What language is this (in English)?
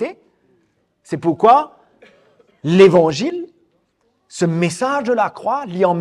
Morisyen